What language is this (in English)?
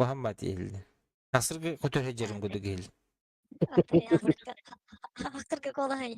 Yakut